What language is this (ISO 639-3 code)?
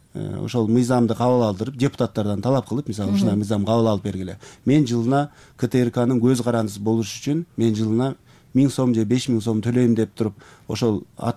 kir